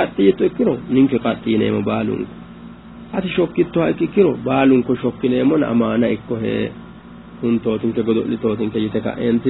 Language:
Sidamo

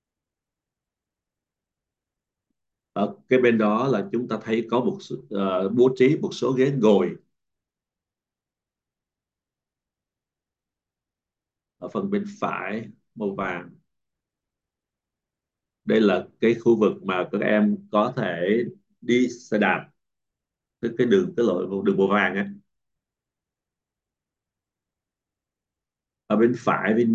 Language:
Vietnamese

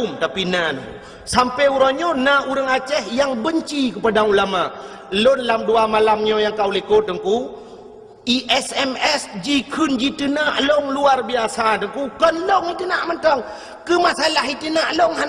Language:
Achinese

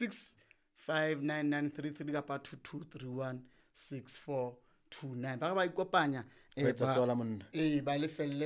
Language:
Southern Sotho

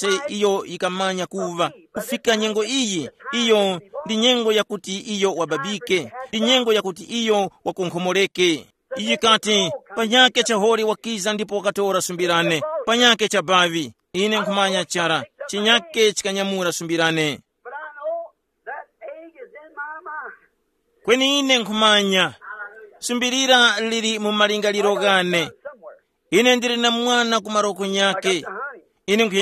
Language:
Tumbuka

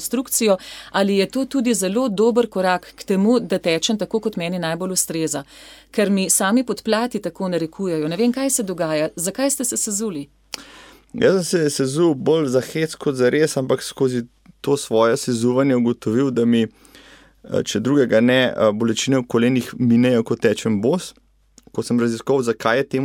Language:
Slovenian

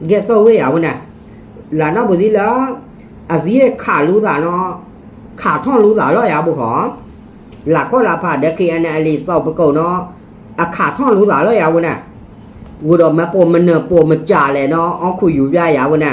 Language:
S'gaw Karen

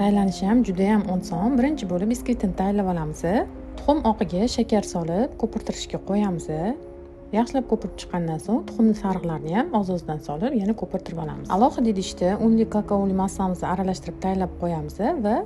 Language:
Uzbek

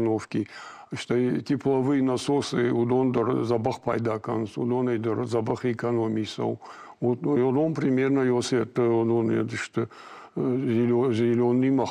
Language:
Ossetic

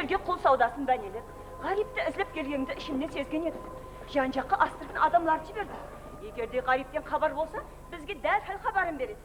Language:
Kara-Kalpak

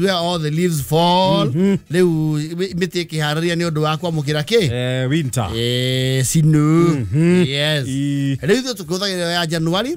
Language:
Kikuyu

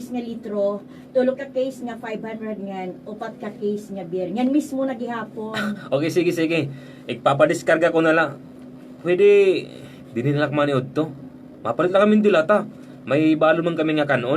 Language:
Waray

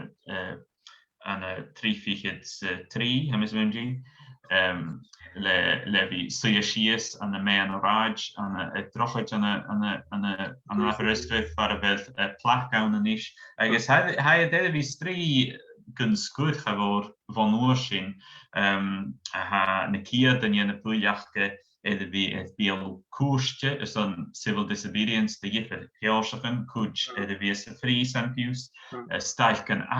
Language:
Scottish Gaelic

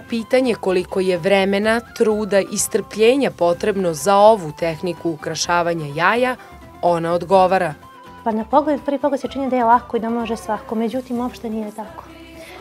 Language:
Serbian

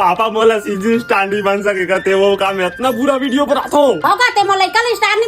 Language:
Chhattisgarhi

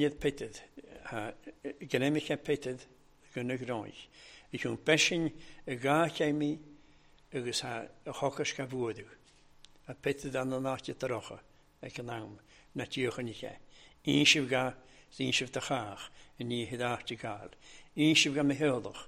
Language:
Welsh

